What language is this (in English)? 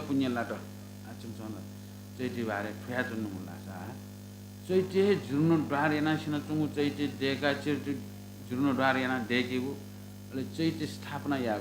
Newari